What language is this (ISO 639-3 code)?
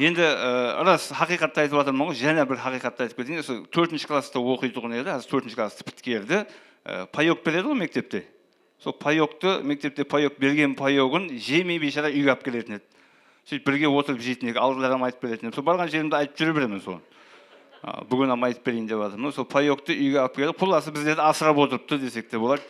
kaa